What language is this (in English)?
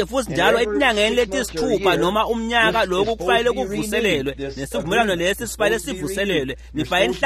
Swati